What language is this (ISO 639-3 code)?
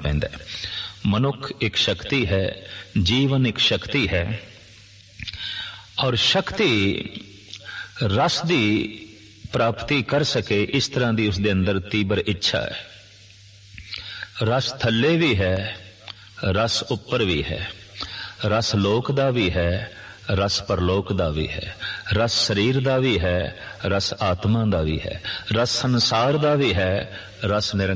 pan